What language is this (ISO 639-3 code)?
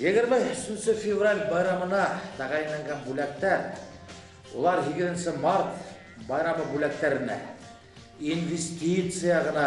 bak